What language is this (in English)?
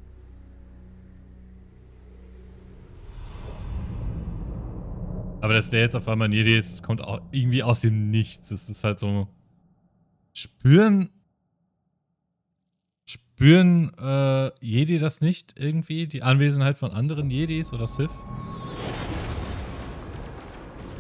German